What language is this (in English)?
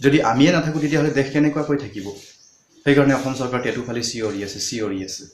Assamese